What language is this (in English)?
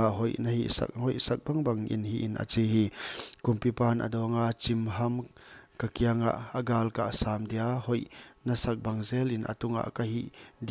Paite Chin